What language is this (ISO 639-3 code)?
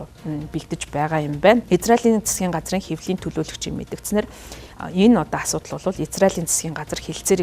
mon